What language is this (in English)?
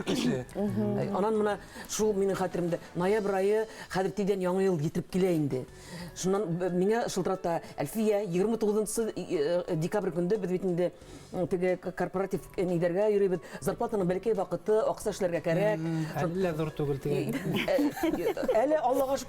Bashkir